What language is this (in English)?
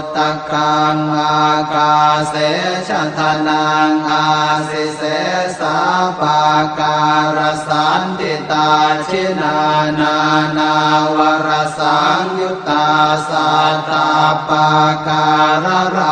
Pali